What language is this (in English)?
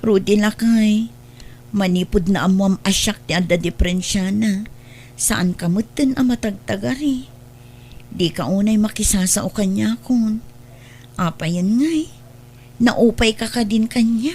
Iloko